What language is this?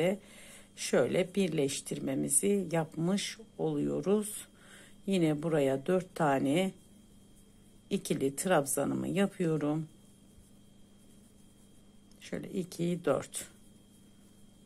Turkish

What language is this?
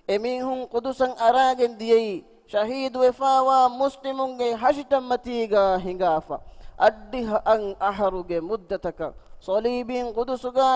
Divehi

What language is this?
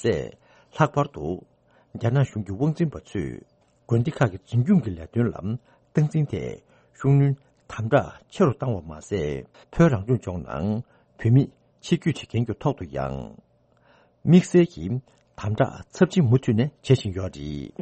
Tibetan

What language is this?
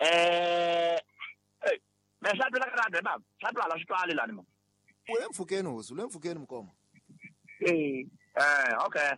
Tsonga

